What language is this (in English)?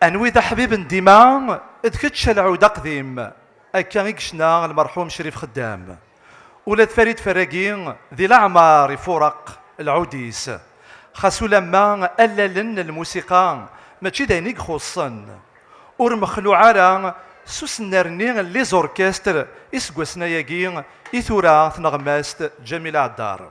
Kabyle